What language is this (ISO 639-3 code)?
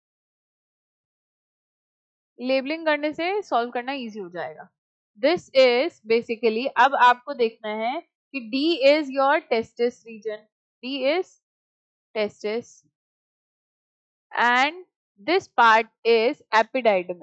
hin